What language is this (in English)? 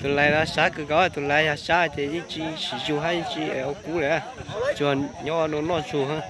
Hmong